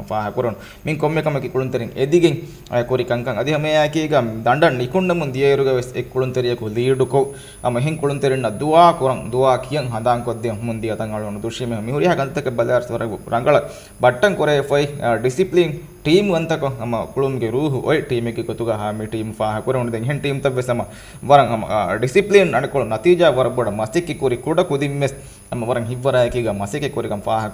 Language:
Divehi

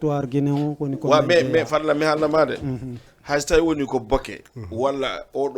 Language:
Fula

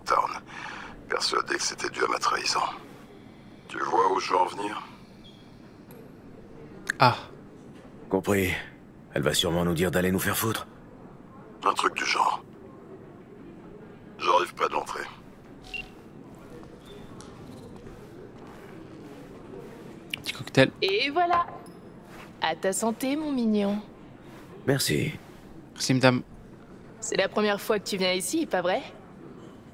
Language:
French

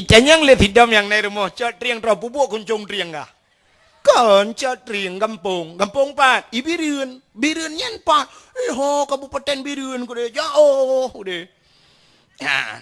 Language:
Achinese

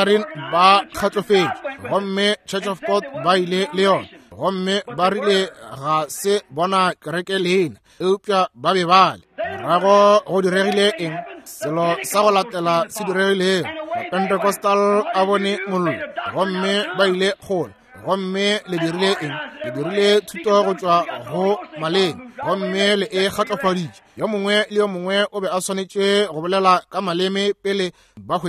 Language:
Northern Sotho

